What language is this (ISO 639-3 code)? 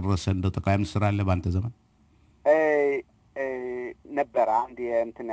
amh